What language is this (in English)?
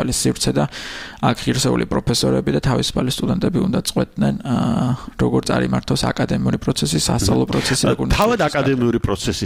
Georgian